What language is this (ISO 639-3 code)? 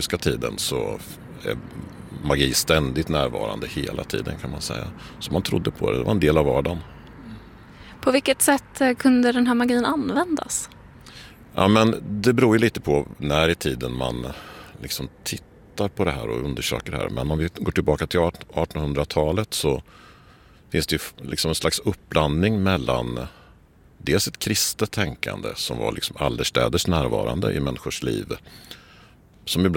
swe